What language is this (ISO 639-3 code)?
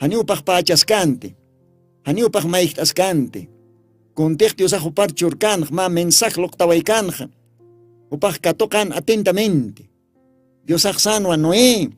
aym